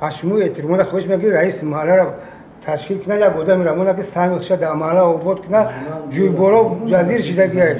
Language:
Tajik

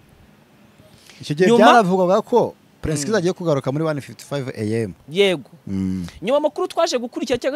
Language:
Kinyarwanda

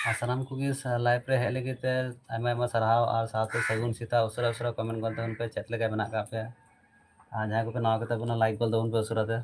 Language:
Santali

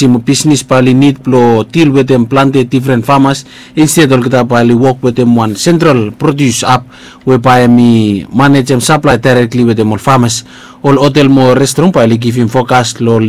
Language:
Bislama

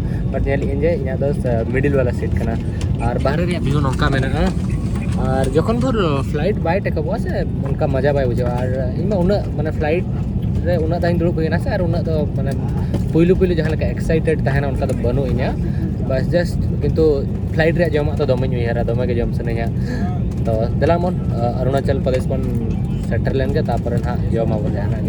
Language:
Santali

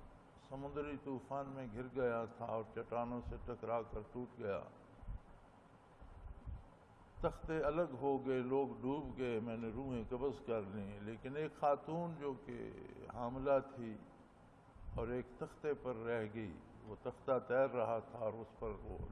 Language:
Urdu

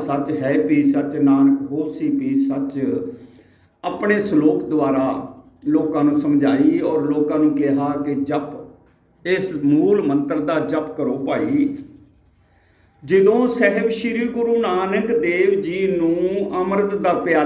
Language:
Punjabi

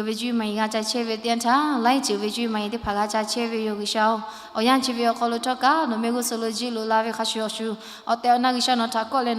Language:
Lahu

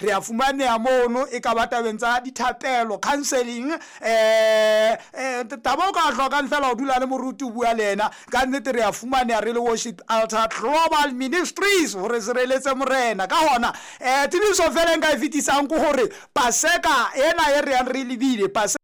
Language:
Southern Sotho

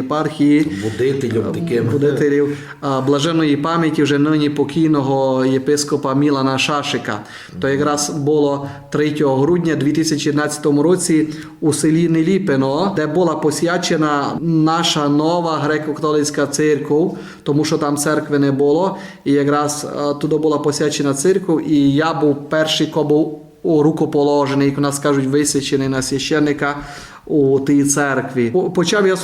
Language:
Rusyn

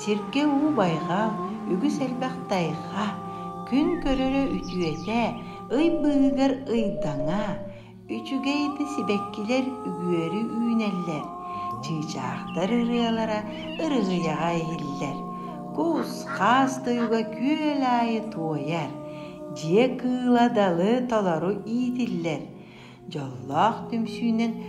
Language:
Yakut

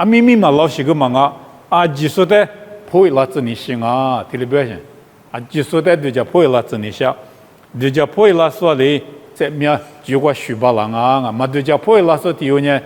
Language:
Lisu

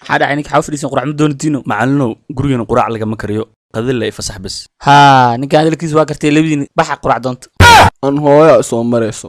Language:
Somali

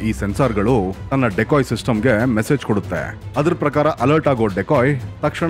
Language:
Kannada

